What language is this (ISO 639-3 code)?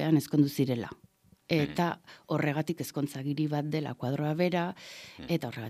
eus